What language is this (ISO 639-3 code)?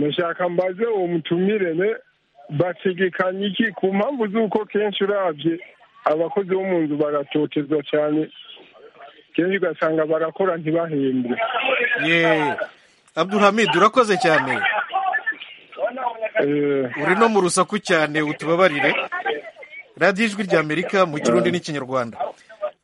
kin